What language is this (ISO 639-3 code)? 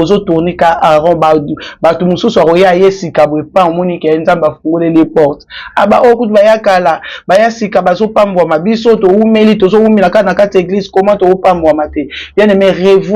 lin